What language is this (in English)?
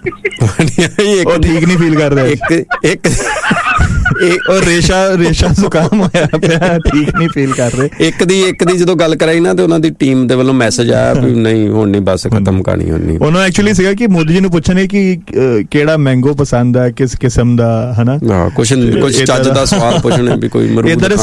Punjabi